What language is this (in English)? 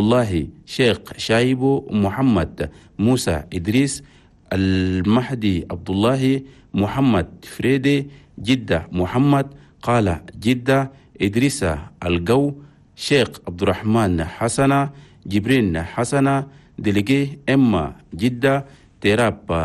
Chadian Arabic